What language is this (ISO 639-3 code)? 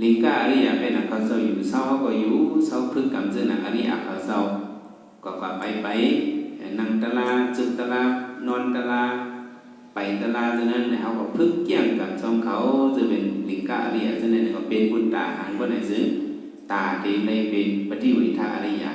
shn